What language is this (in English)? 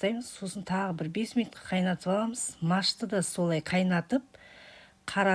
Kazakh